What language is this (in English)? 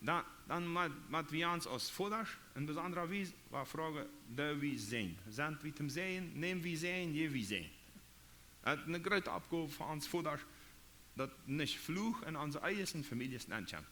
Plautdietsch